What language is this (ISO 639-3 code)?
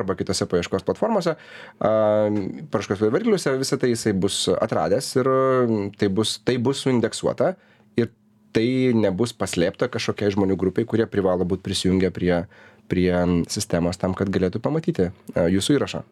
lit